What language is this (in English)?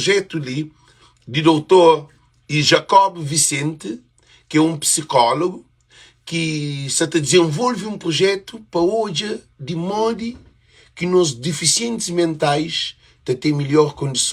Kabuverdianu